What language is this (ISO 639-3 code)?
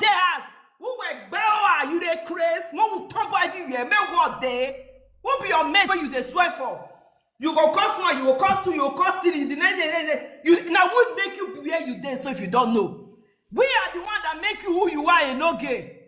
pcm